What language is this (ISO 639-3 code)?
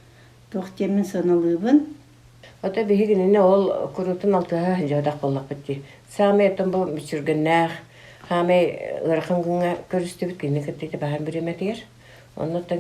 sah